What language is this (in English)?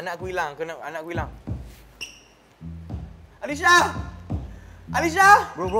Malay